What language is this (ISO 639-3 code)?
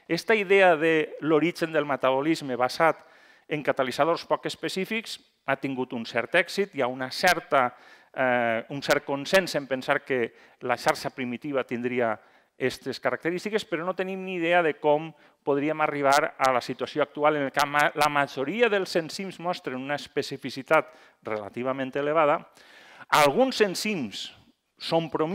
cat